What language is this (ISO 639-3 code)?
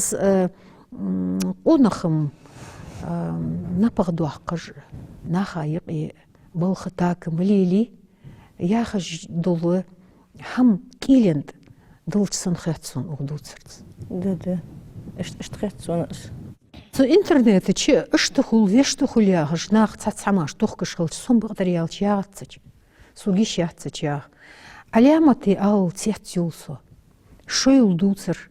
inh